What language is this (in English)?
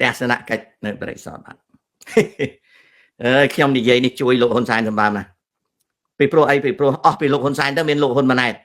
Khmer